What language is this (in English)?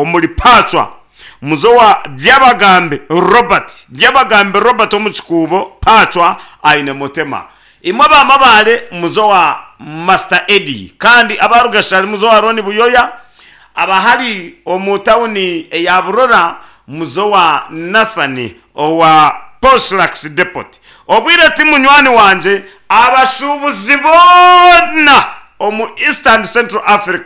Nyankole